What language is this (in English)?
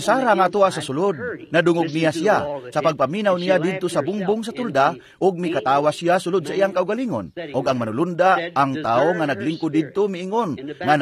Cebuano